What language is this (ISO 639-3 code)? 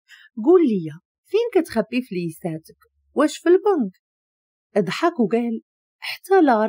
ary